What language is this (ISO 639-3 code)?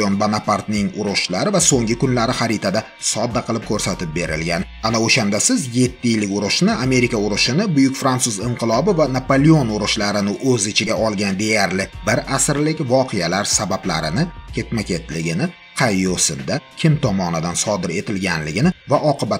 uzb